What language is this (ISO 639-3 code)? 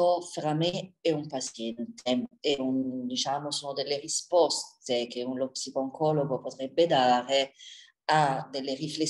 ita